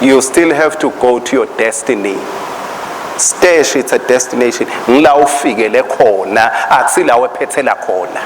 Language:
Swati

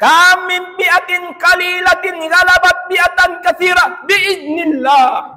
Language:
Tausug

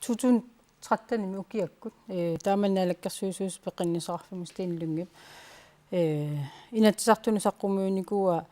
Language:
Kalaallisut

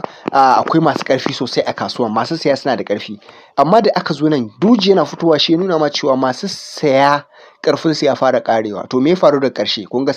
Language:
Hausa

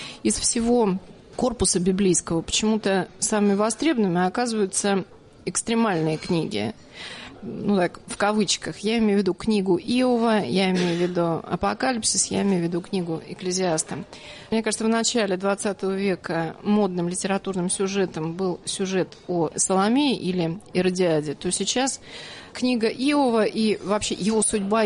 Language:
Russian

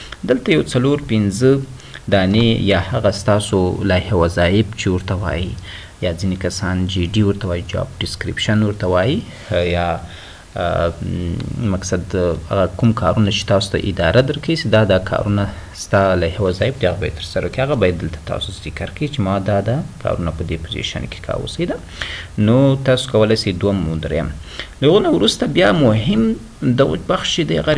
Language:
Pashto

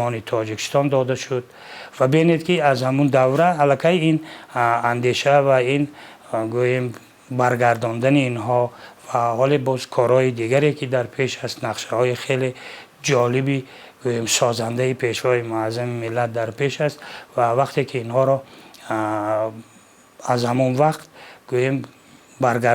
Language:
Tajik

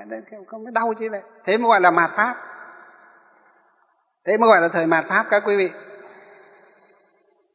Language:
Vietnamese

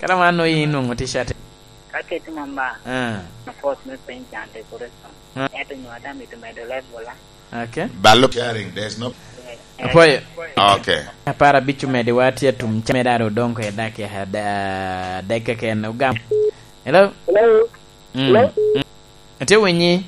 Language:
Lango (Uganda)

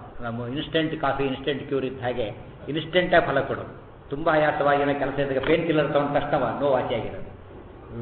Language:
Kannada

